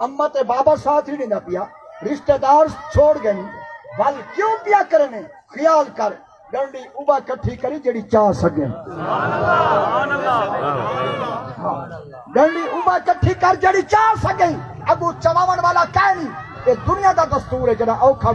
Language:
Saraiki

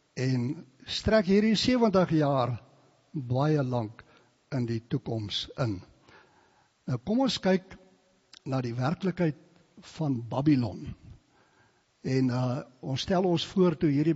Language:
Afrikaans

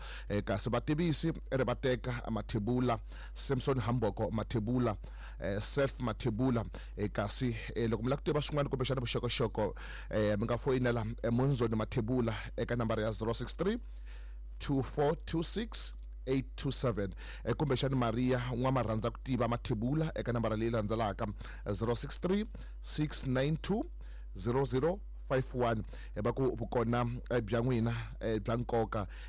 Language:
Tsonga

